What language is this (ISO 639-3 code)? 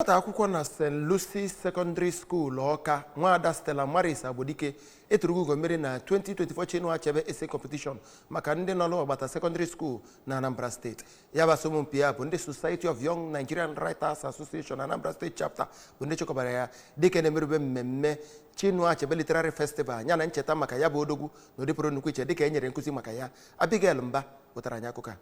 ibo